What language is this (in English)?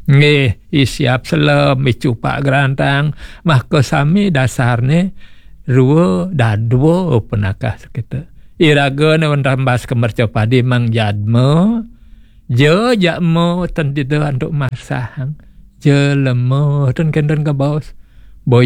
Balinese